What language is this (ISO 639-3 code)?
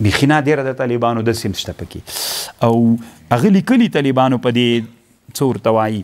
pus